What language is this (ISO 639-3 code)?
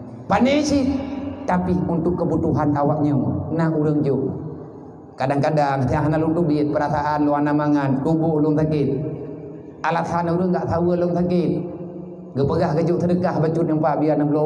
ace